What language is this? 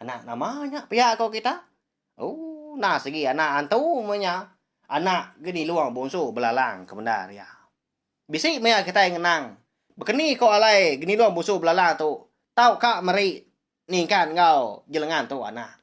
Iban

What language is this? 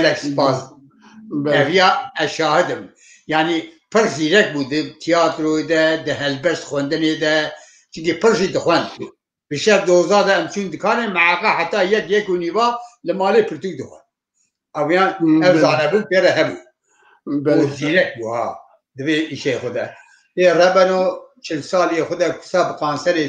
Kurdish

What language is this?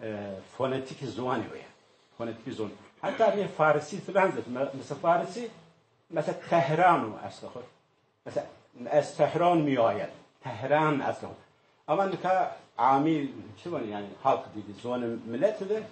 Zaza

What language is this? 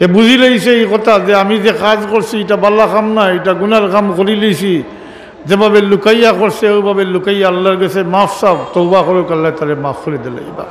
Sylheti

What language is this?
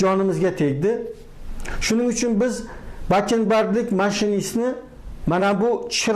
Uzbek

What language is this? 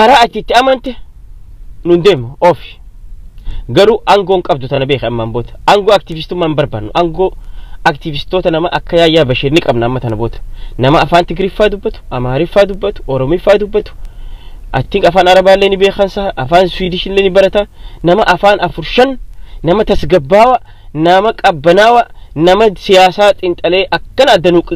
Oromo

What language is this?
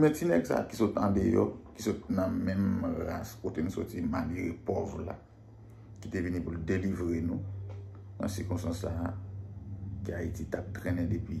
Haitian Creole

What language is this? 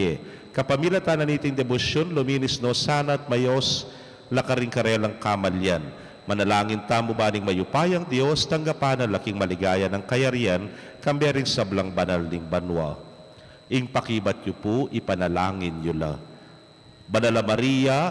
Pampanga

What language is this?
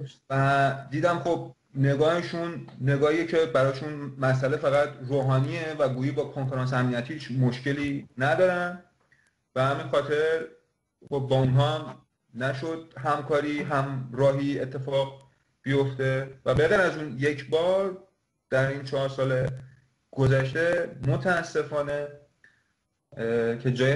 Persian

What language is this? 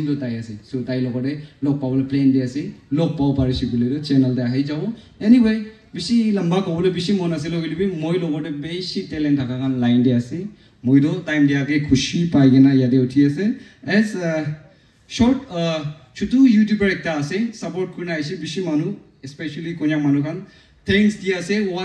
Naga Pidgin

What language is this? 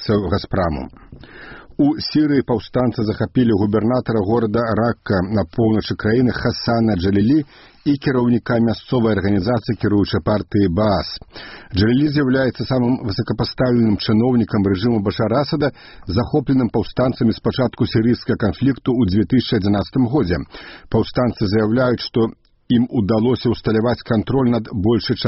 Belarusian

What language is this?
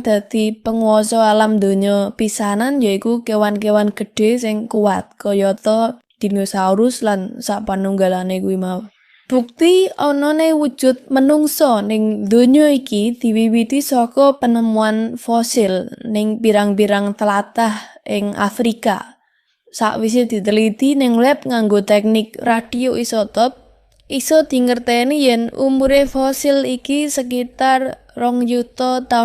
Javanese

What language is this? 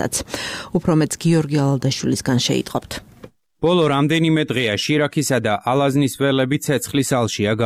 Georgian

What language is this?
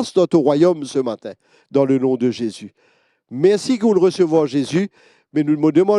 Morisyen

